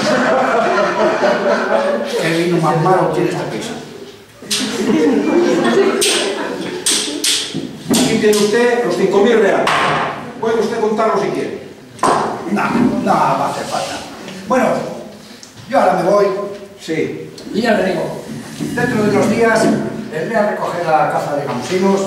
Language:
Spanish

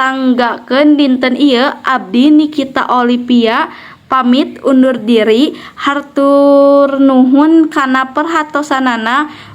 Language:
Sundanese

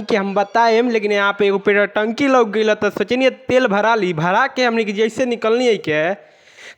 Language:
Bhojpuri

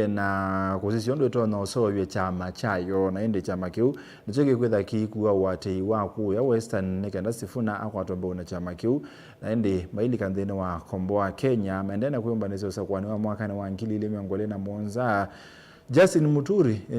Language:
Kamba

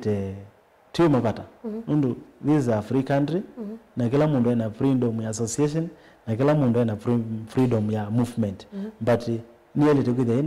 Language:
Kamba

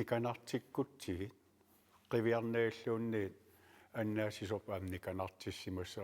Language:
Kalaallisut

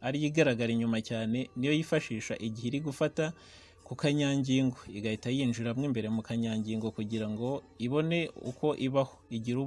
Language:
Kinyarwanda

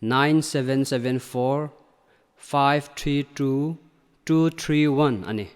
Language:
Hmar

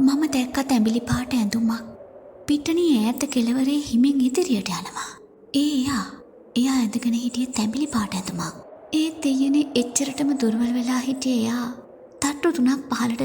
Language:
Sinhala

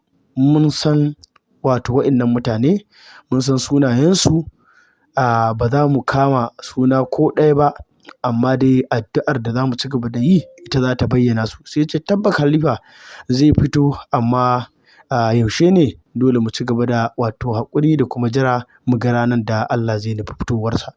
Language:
Hausa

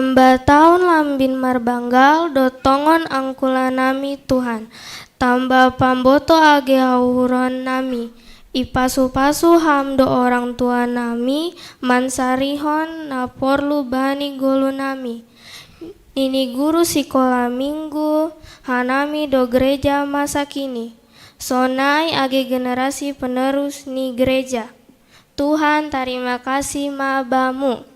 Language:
Batak Simalungun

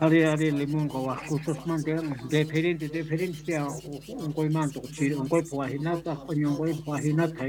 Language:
South Bolivian Quechua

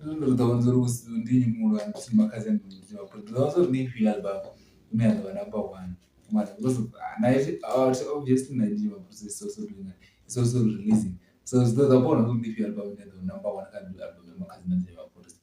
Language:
Venda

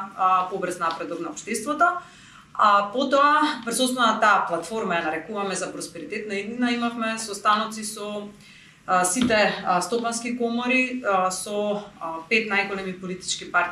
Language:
Macedonian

